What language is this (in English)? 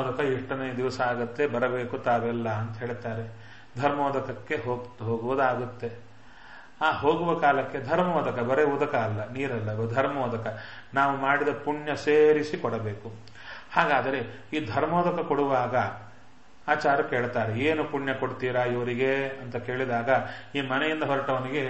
Kannada